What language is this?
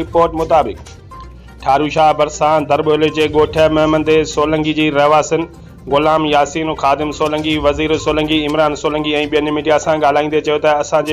Sindhi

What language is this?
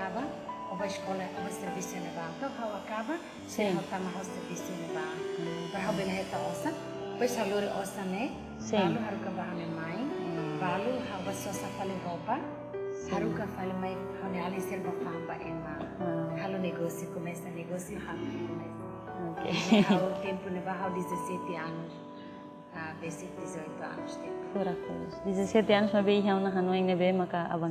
Tetum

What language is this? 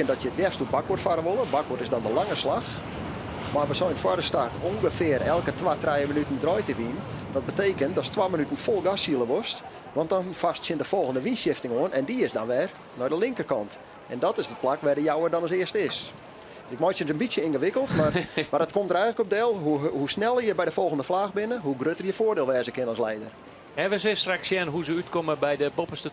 Western Frisian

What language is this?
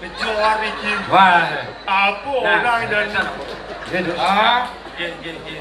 Balinese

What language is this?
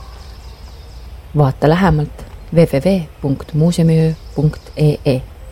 Estonian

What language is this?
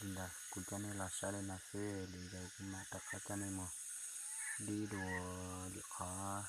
Hmong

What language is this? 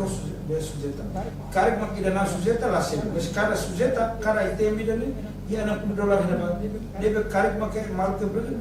Tetum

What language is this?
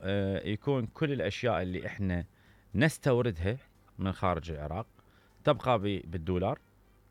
Mesopotamian Arabic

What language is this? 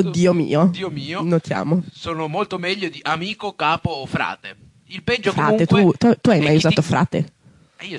Italian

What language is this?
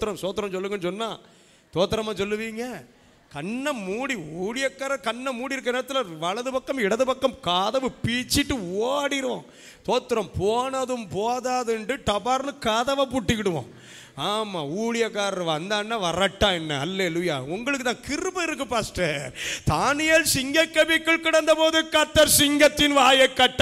Tamil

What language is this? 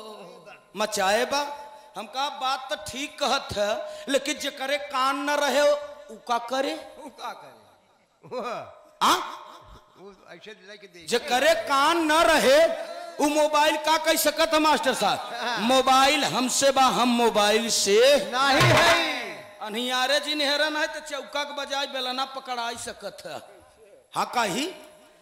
Bhojpuri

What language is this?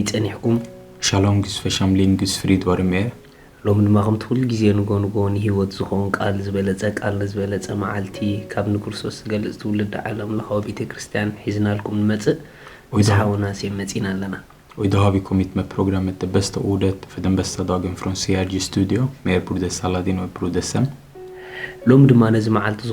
Tigrinya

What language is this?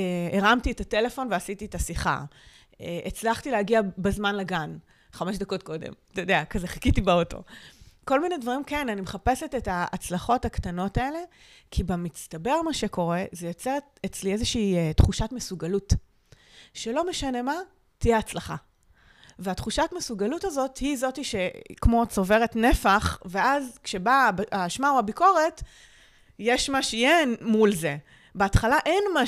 Hebrew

